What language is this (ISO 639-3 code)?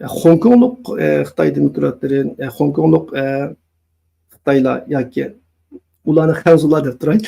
uig